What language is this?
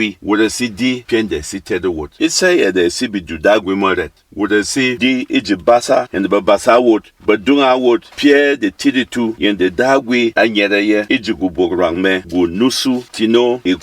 Berom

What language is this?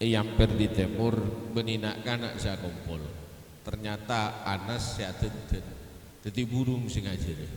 Madurese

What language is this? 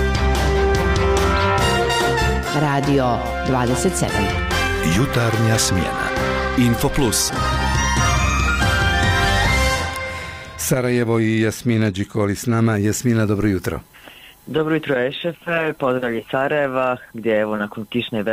Bosnian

